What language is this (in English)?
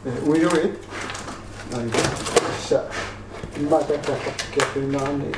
Kalaallisut